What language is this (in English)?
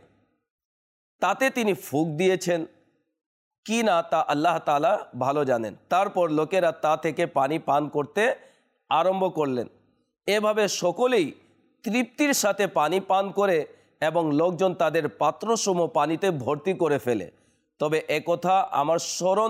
Bangla